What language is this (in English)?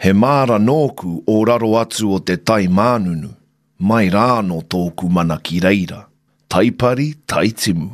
Māori